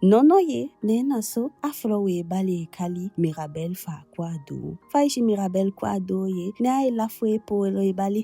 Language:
Eastern Maroon Creole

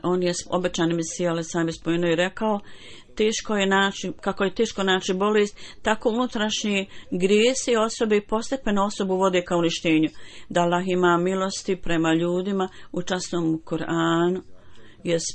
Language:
Bosnian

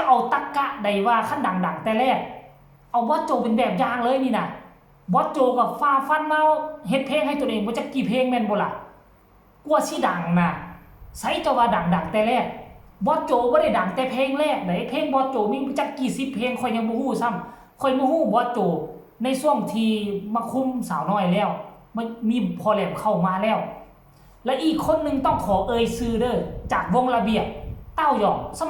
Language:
Northeastern Thai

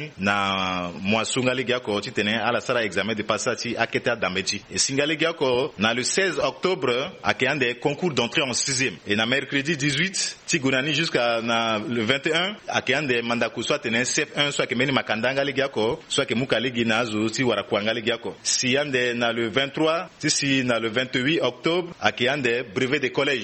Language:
Sango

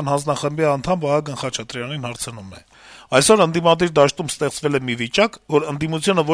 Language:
Armenian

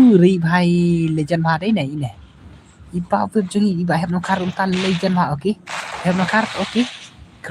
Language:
Khasi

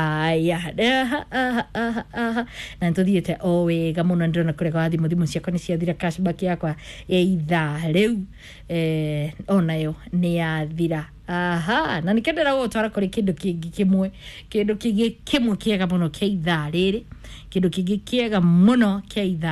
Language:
Kikuyu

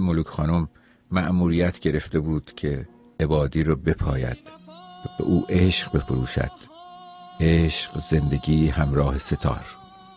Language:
Persian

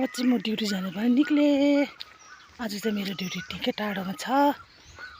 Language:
Nepali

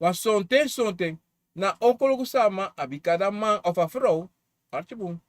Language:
Sranan Tongo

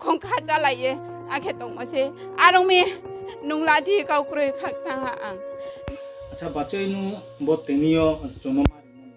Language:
Riang (India)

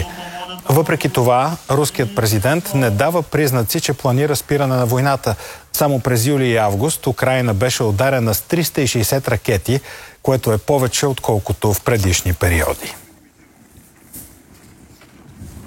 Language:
Bulgarian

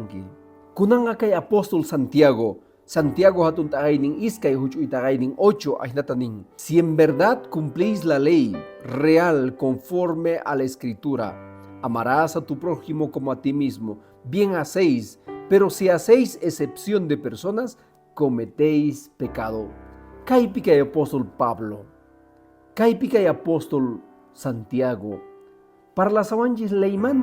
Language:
Quechua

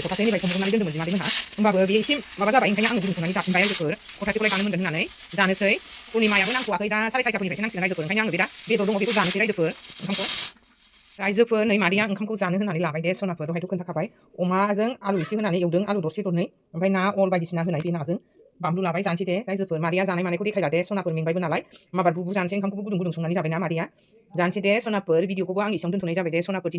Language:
Bodo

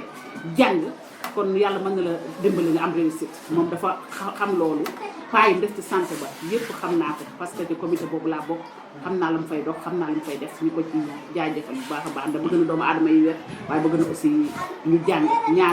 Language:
Wolof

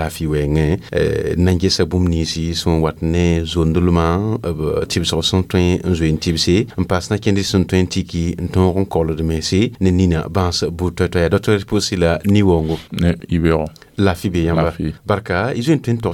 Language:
Mossi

